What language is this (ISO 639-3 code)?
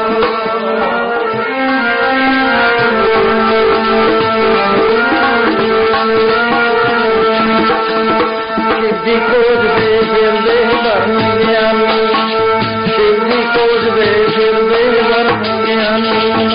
pan